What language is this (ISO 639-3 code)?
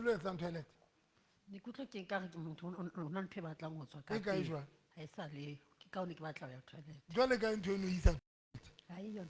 sot